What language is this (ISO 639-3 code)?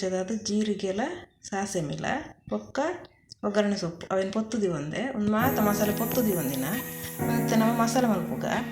tcy